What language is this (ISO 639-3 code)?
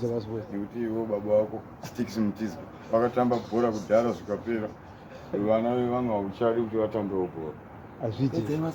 sna